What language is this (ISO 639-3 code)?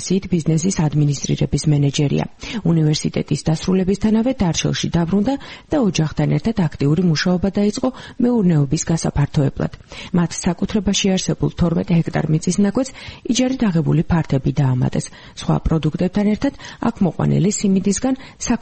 kat